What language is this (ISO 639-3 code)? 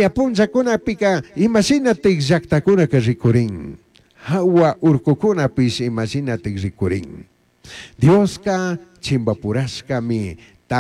qug